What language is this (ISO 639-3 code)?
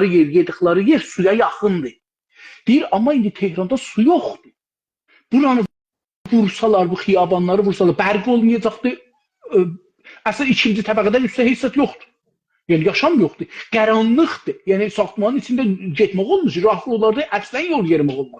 azb